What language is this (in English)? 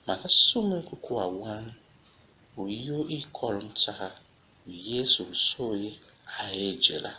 Tiv